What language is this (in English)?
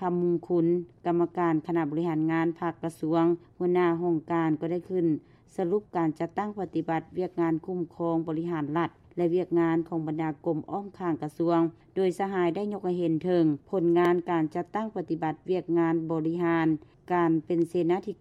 Lao